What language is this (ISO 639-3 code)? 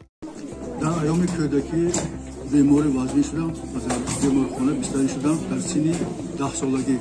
tgk